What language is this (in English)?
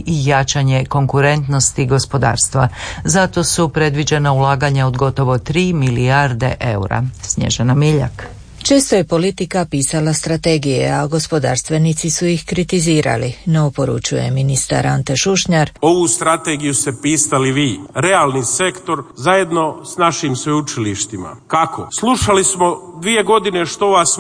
Croatian